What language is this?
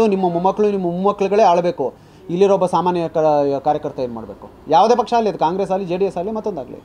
Kannada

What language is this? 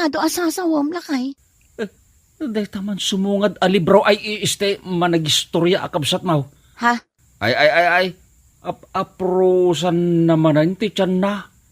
Iloko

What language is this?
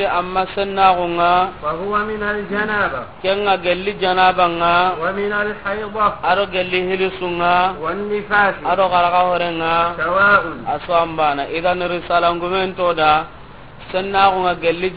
Soninke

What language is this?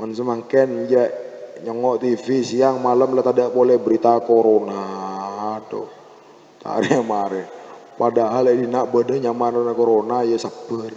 Madurese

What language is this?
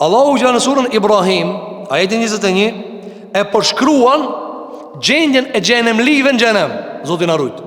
Albanian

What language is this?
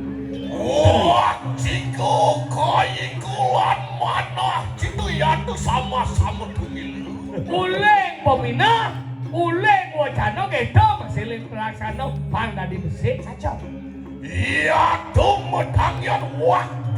Balinese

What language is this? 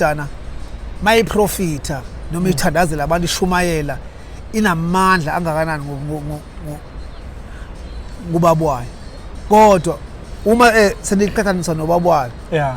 Zulu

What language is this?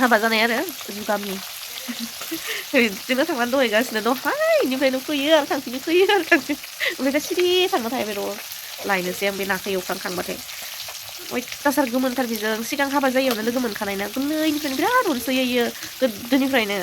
Bodo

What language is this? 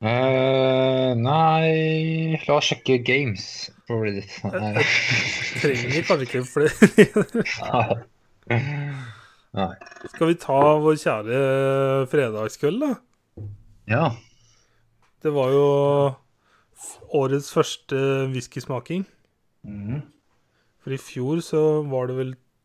Norwegian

